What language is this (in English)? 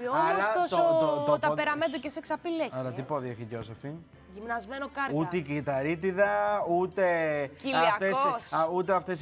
Greek